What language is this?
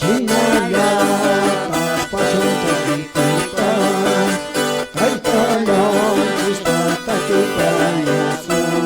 Quechua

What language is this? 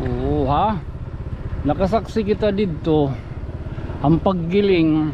Waray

